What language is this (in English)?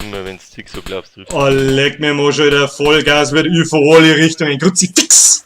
Bavarian